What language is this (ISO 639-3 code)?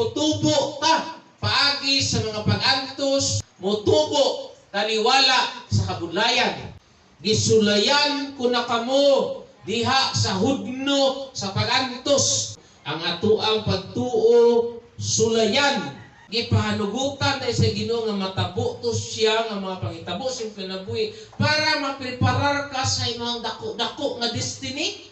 ceb